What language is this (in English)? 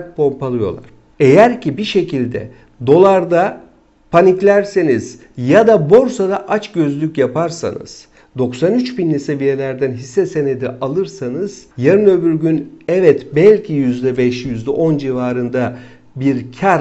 Turkish